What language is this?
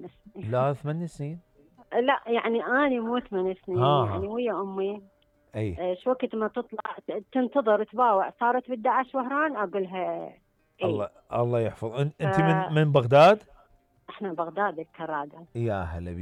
Mesopotamian Arabic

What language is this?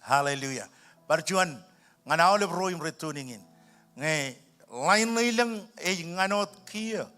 Marshallese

